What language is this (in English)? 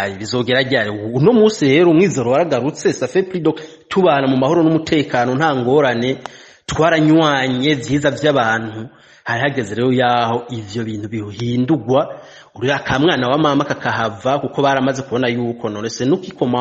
Rundi